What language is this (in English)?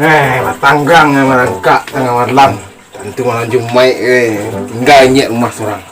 Minangkabau